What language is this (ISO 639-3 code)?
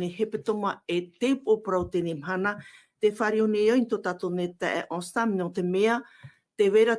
tah